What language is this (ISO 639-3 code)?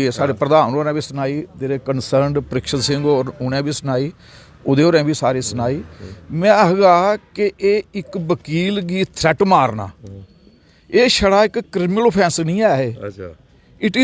doi